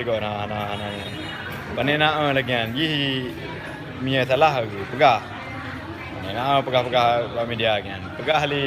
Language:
Achinese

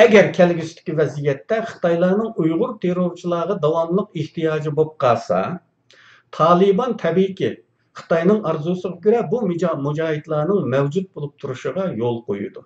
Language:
Uyghur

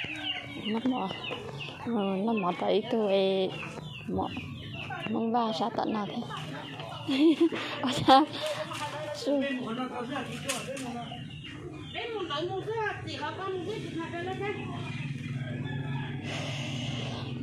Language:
Vietnamese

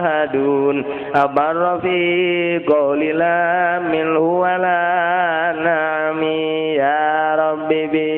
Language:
Sundanese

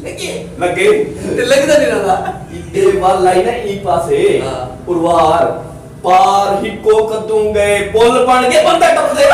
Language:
Saraiki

